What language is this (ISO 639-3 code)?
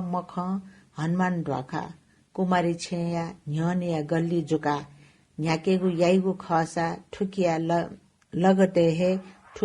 new